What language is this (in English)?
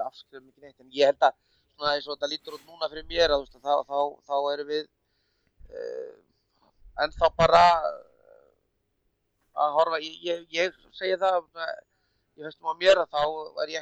Icelandic